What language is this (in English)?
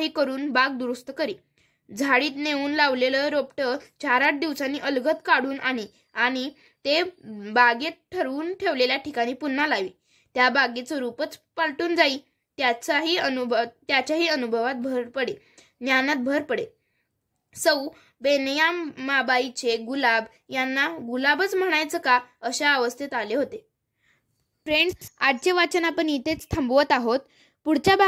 Marathi